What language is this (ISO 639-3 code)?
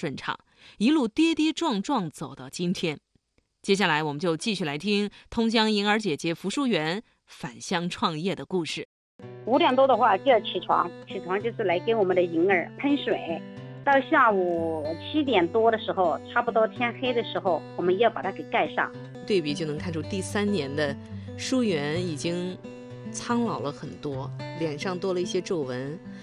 zho